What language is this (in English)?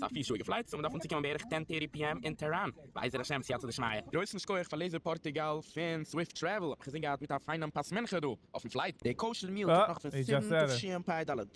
Yiddish